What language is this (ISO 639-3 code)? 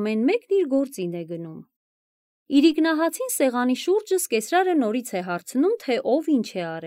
hye